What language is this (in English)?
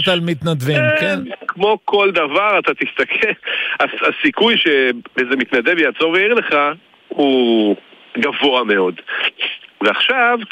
Hebrew